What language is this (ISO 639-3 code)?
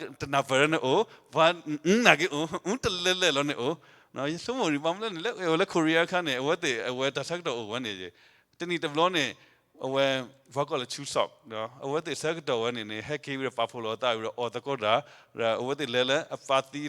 ksw